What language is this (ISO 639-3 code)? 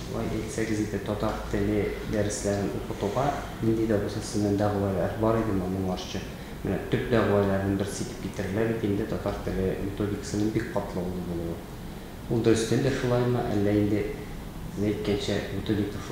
tat